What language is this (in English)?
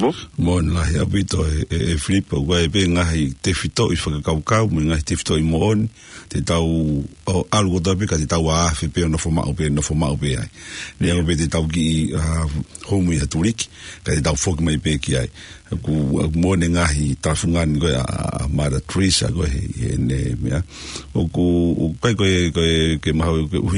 Tongan